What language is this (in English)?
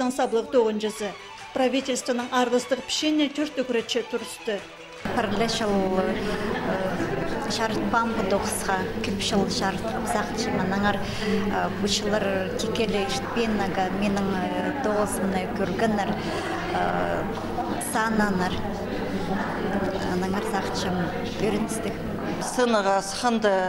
Khakas